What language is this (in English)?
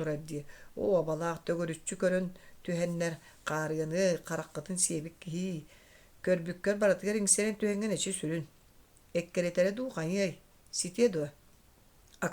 Yakut